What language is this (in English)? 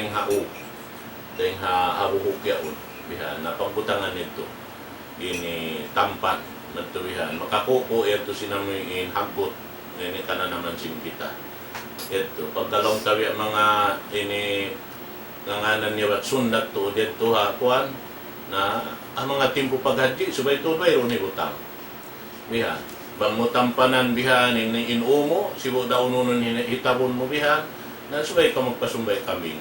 Tausug